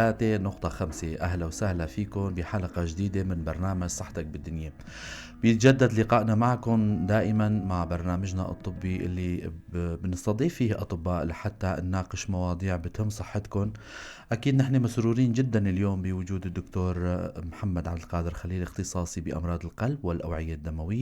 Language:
North Levantine Arabic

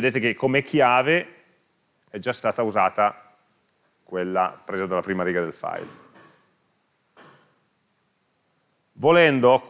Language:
Italian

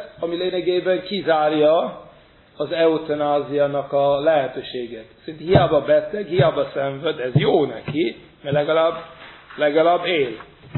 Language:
Hungarian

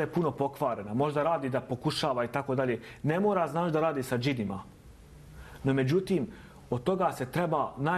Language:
Bosnian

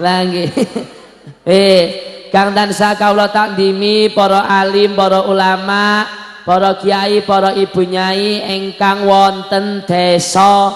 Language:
Javanese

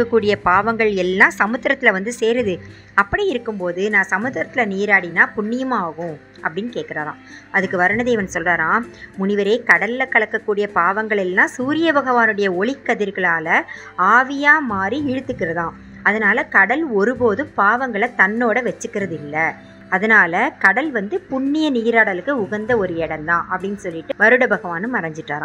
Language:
Tamil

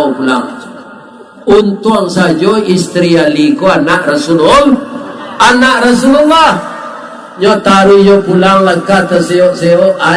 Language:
Minangkabau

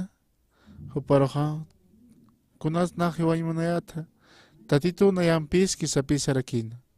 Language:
Aymara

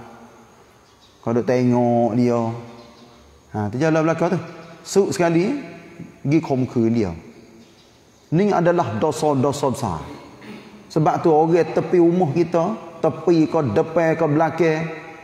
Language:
Malay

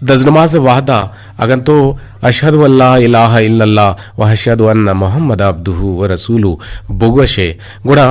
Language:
Eastern Balochi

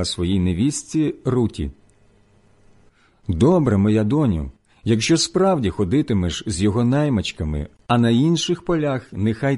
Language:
Ukrainian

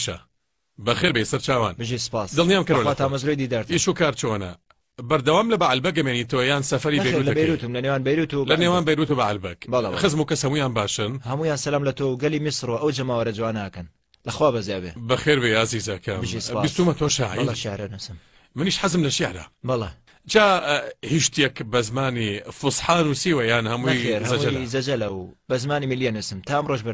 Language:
Central Kurdish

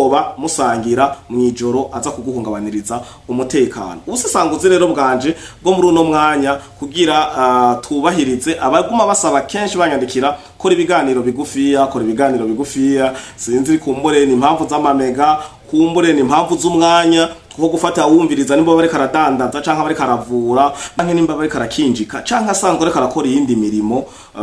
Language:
Rundi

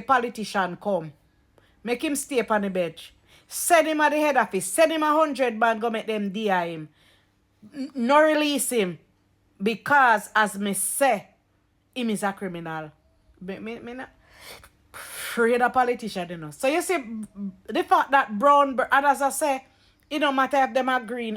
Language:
Jamaican Creole English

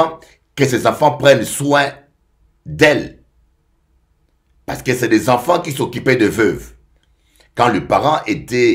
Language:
French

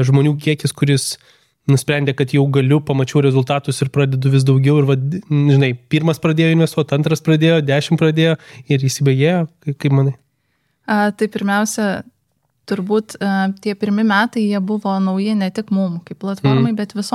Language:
Lithuanian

